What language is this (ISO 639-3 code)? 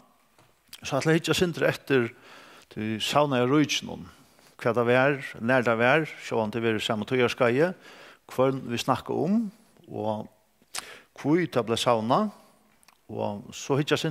fao